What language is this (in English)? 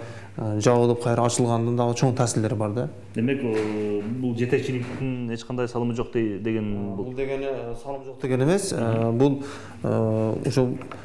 Kyrgyz